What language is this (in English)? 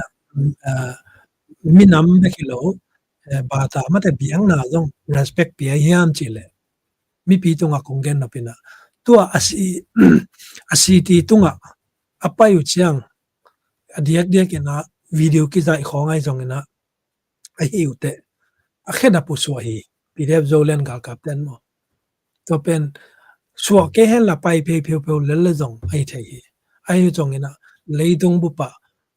Tedim Chin